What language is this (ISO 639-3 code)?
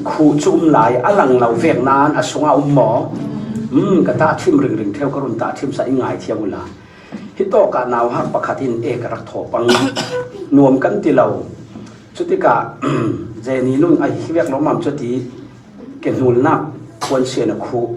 cfm